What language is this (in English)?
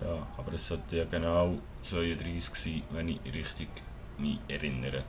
Swiss German